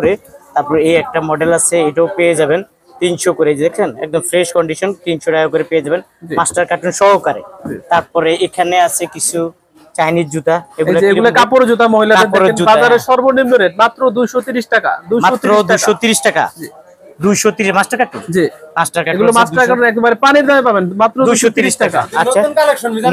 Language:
Bangla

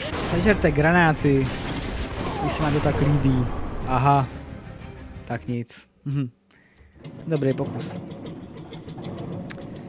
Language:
Czech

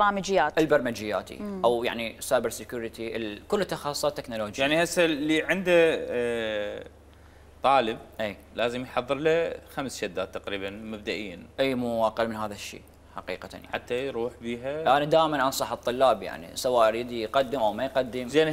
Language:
Mesopotamian Arabic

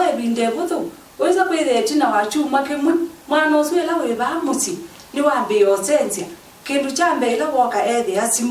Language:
Kamba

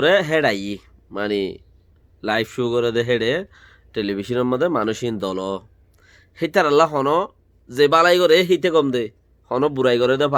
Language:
Rohingya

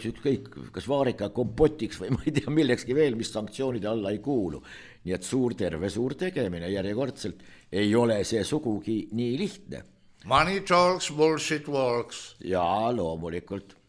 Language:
Estonian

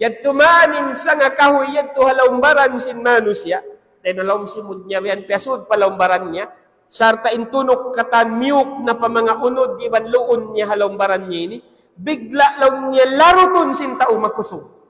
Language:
Tausug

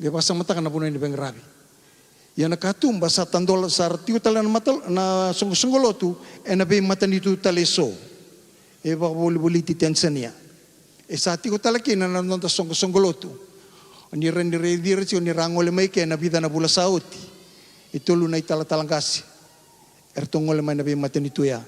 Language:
Fijian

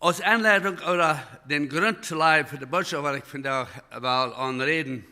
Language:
Plautdietsch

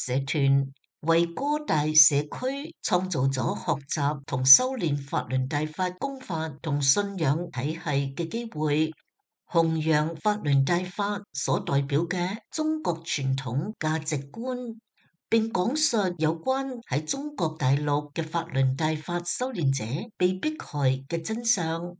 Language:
Cantonese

